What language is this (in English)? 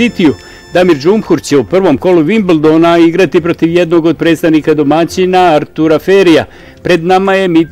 Bosnian